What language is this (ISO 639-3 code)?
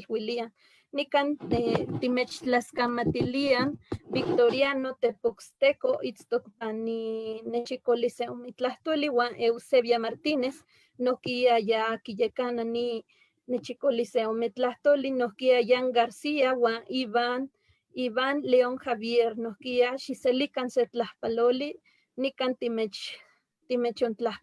nhe